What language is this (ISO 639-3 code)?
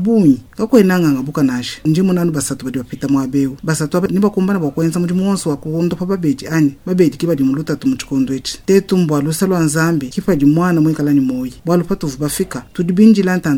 lua